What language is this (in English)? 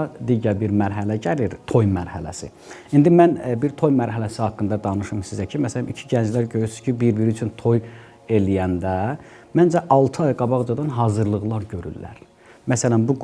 Azerbaijani